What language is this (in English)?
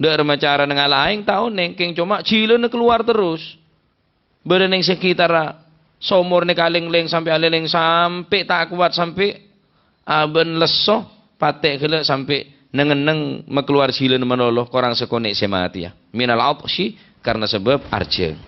Madurese